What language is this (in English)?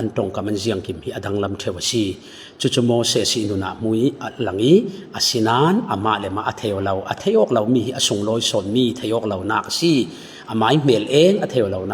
Falam Chin